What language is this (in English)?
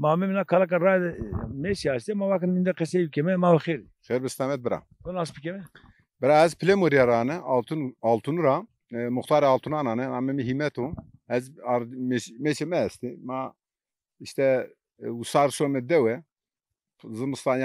Zaza